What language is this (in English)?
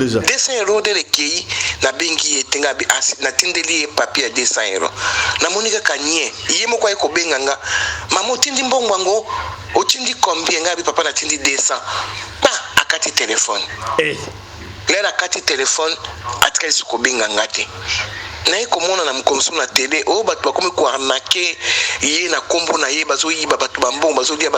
Lingala